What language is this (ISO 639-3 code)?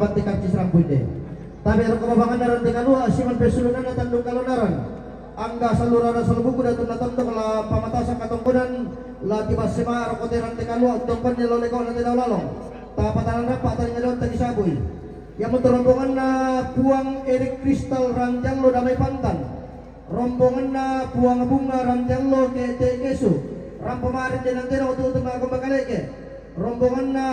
sda